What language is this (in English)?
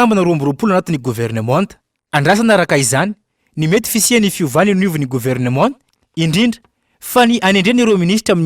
Malagasy